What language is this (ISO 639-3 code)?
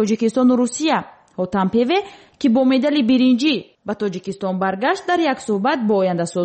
tgk